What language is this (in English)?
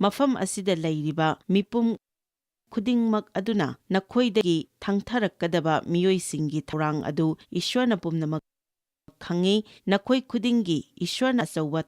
Manipuri